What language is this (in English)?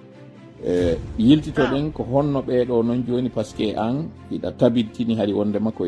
Fula